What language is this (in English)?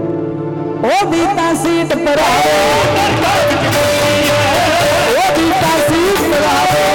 Punjabi